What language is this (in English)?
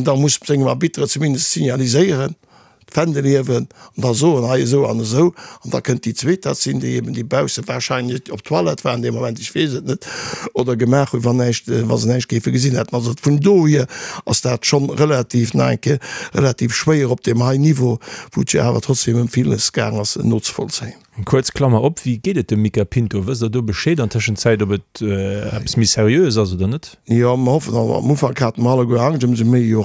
Luxembourgish